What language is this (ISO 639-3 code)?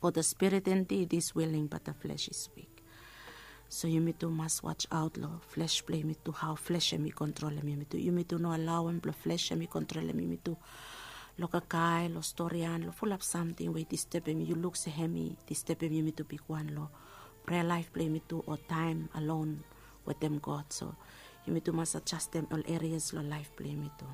bis